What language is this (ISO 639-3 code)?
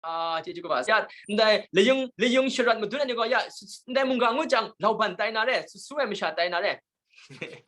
kac